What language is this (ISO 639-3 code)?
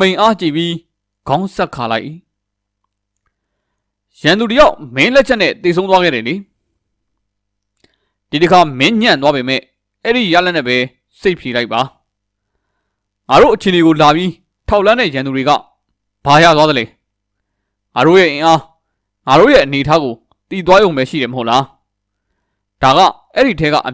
mya